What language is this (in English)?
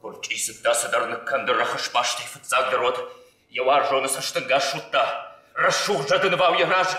Ossetic